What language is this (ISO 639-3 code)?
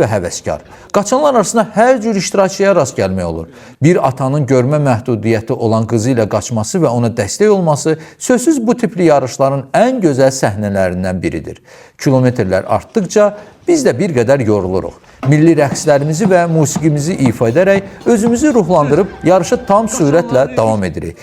aze